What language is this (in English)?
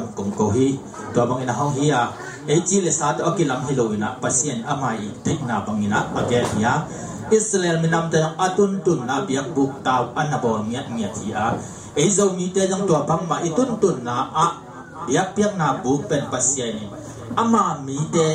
Tedim Chin